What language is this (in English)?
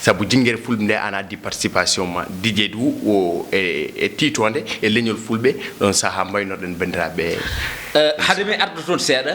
Fula